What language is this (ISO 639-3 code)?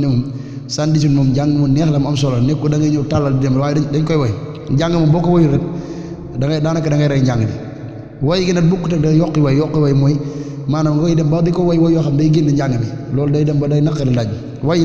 wol